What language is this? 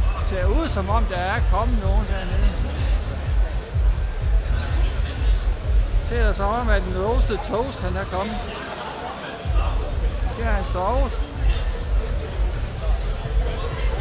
Danish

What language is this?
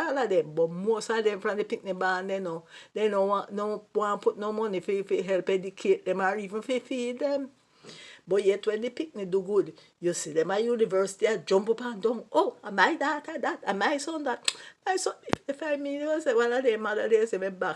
Jamaican Creole English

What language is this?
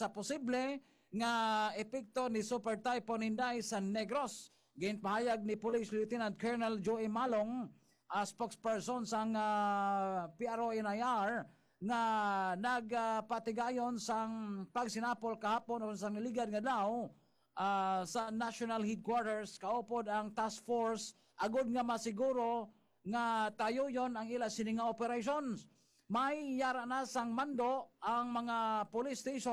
Hiligaynon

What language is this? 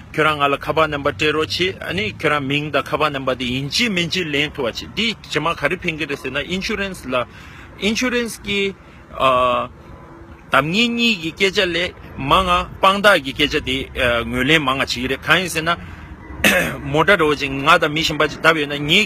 Tibetan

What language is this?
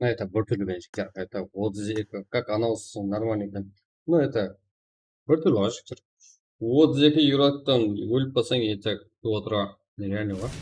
Kara-Kalpak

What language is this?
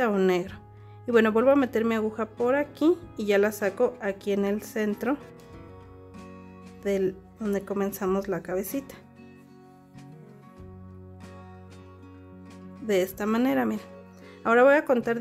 Spanish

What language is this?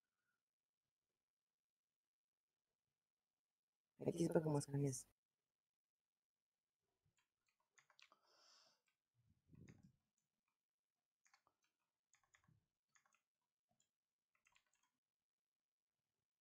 Romanian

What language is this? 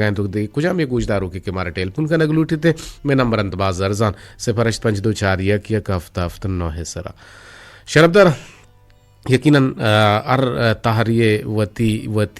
Eastern Balochi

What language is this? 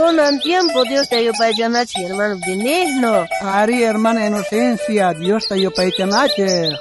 South Bolivian Quechua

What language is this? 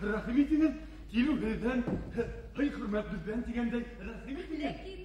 Bashkir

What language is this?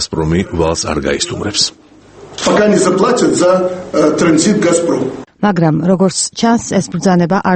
Georgian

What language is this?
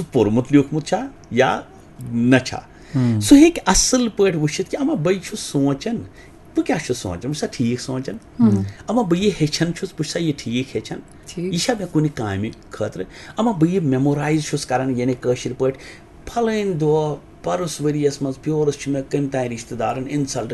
Kashmiri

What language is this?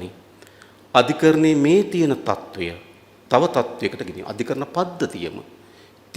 Sinhala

